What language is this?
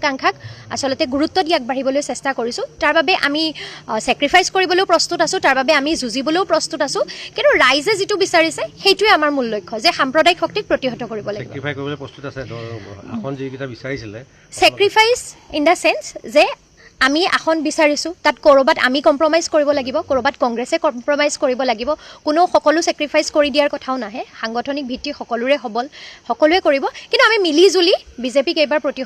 Assamese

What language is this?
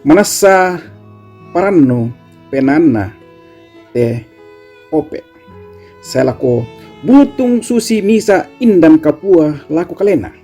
Toraja-Sa'dan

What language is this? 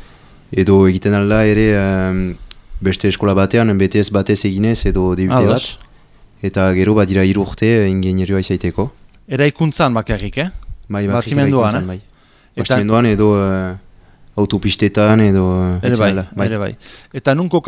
Basque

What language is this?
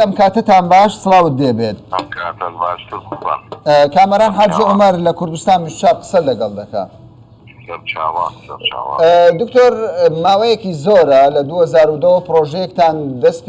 Central Kurdish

